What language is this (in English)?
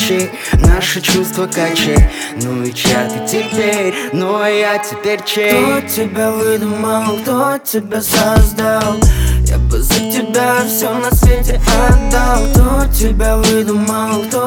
Russian